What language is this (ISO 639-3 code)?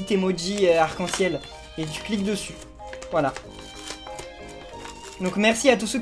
fra